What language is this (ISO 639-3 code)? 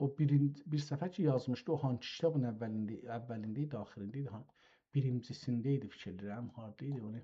azb